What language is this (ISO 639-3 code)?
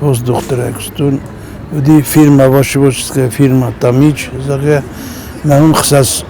oss